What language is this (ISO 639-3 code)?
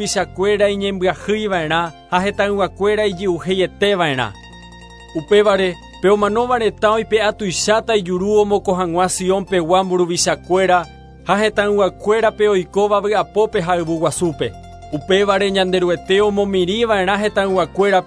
grn